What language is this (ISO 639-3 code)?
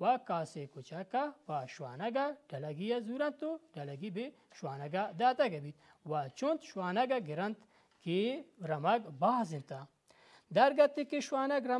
bal